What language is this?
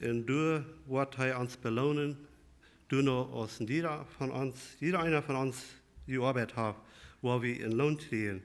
Plautdietsch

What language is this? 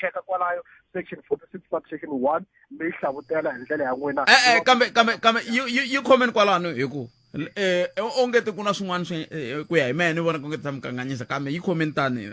Tsonga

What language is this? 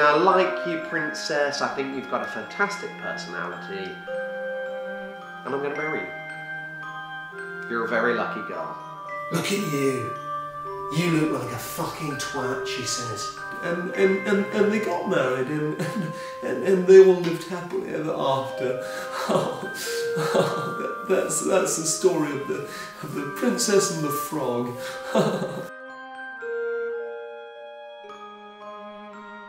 English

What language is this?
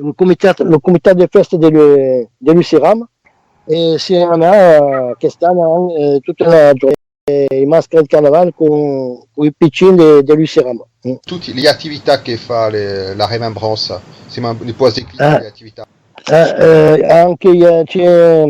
Occitan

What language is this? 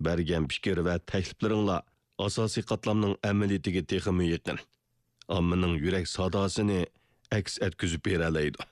Uyghur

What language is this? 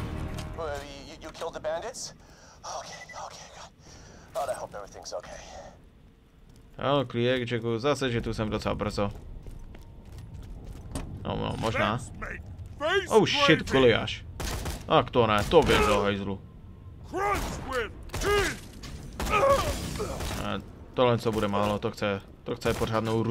Czech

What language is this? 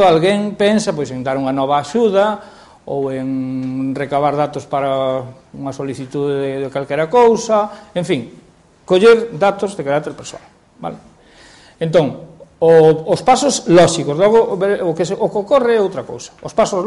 Galician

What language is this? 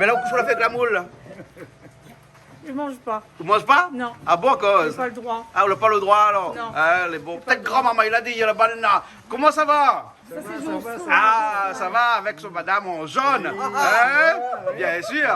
Réunion Creole French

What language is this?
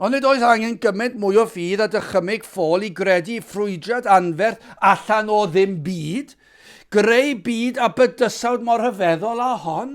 Welsh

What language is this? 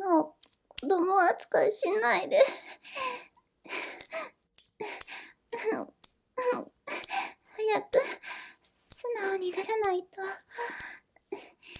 Japanese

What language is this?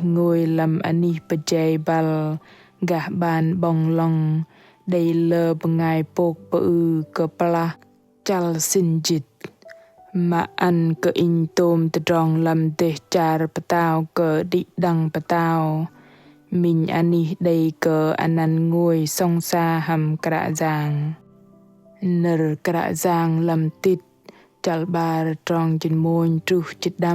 Bahnar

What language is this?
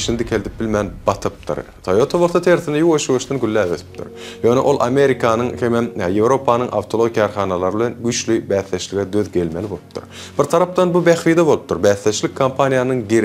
Turkmen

